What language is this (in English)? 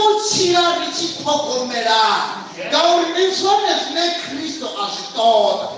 Venda